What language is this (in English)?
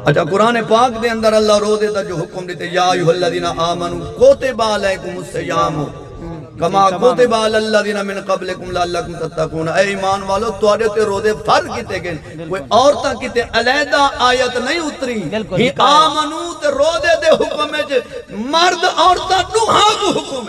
Saraiki